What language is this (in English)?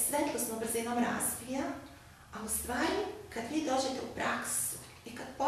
Serbian